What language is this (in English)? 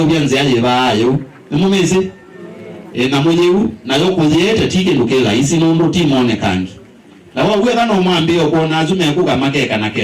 Kamba